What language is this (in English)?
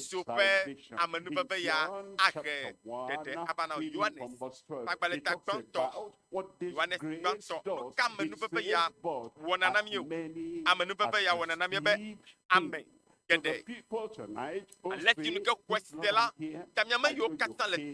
Ewe